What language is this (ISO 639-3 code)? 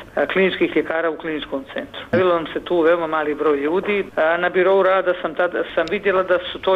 bos